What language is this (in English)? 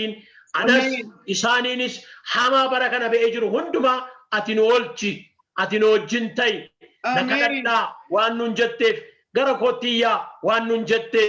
Oromo